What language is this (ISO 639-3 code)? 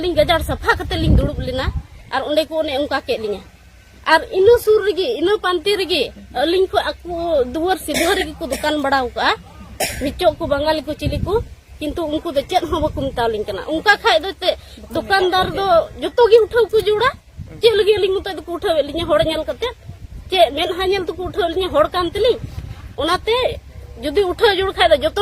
sat